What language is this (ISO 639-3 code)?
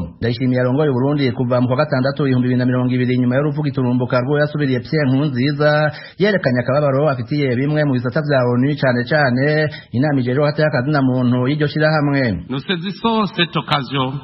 run